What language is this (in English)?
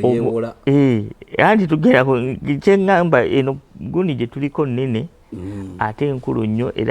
Ganda